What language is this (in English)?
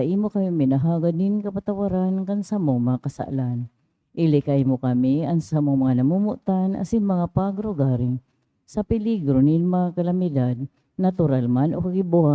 Bikol